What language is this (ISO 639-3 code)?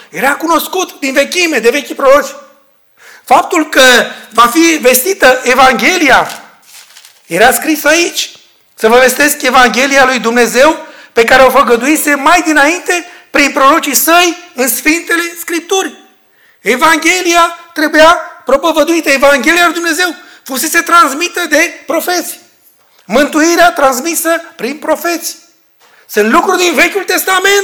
ron